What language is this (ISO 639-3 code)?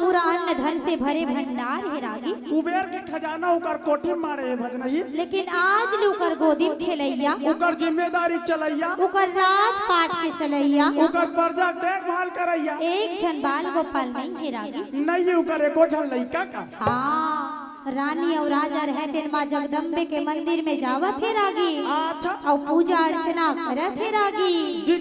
hne